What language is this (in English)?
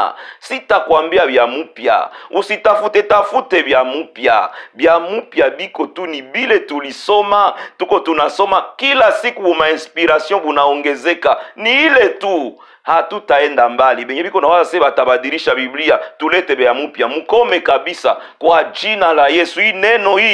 Swahili